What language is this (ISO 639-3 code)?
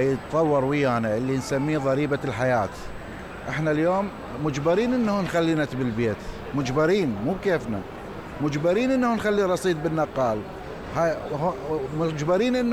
acm